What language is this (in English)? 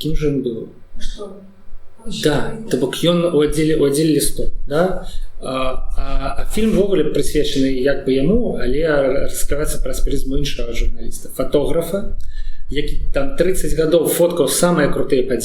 Belarusian